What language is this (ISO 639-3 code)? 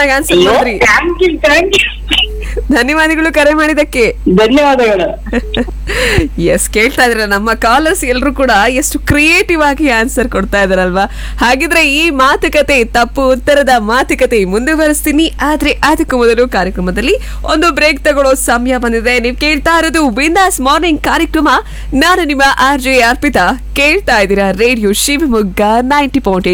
kan